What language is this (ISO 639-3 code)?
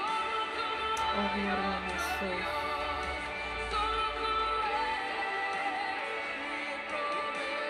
spa